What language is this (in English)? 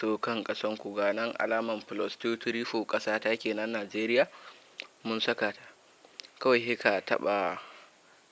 Hausa